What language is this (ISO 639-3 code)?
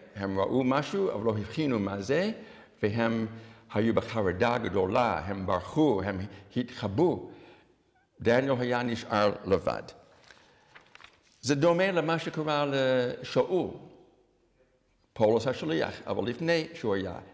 heb